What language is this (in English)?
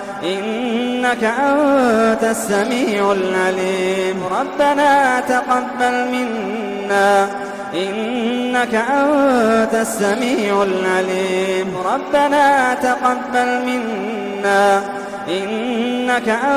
Arabic